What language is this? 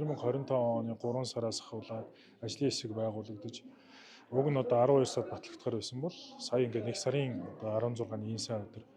Mongolian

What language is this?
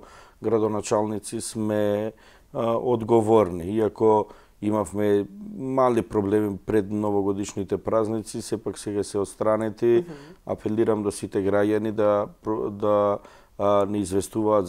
Macedonian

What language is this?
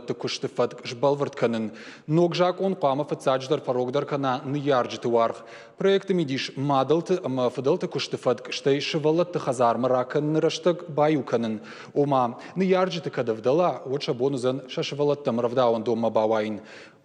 Ossetic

